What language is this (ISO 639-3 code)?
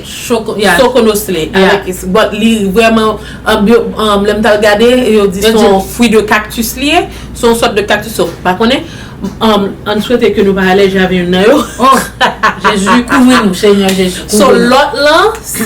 hat